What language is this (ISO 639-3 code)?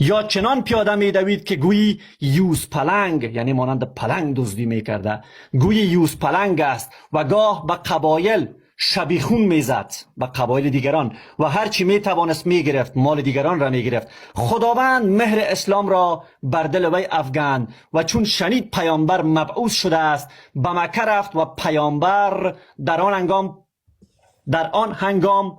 fas